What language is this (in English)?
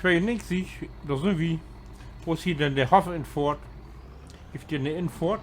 Low German